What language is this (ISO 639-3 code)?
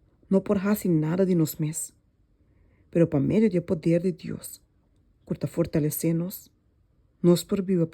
pap